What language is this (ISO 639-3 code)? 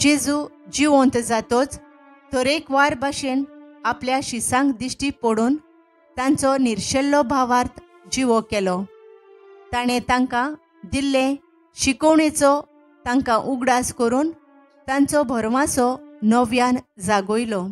kok